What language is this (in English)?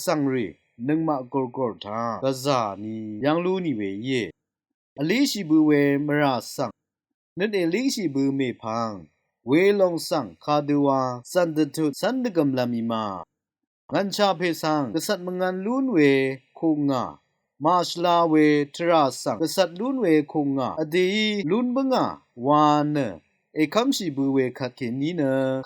Rawang